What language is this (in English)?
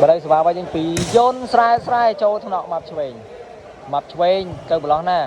Khmer